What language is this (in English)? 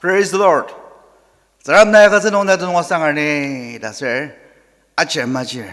Ao Naga